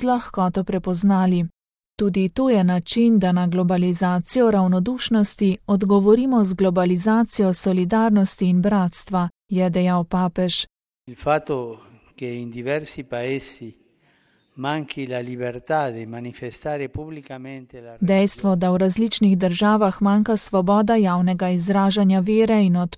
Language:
Slovenian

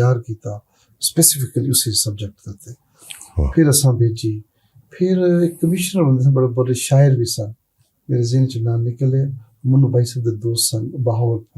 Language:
Western Panjabi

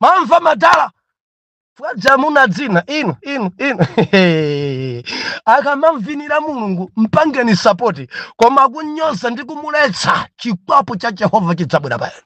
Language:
Nyanja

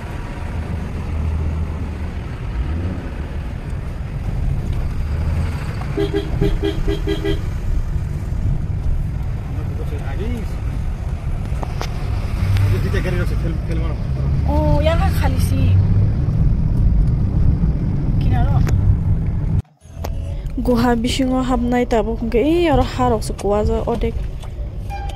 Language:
Indonesian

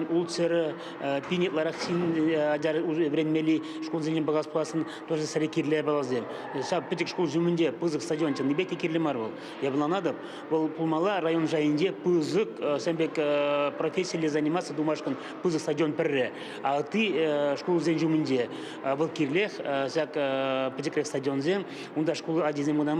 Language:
Chuvash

